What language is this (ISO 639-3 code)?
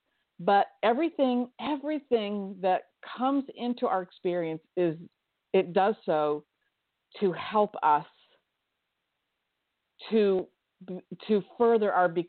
eng